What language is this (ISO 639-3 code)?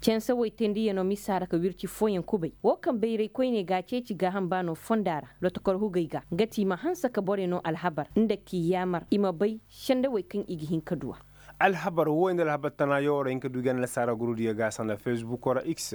ses